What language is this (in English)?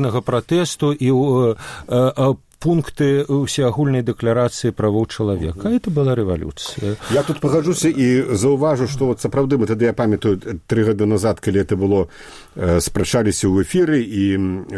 Belarusian